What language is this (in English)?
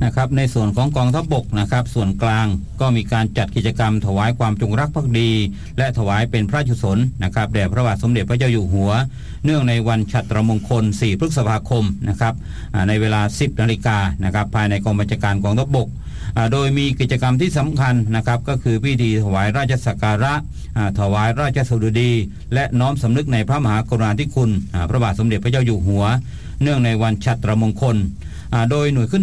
Thai